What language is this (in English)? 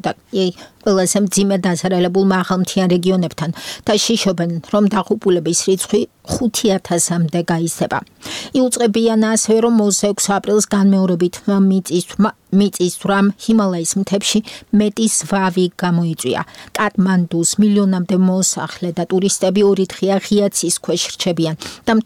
Georgian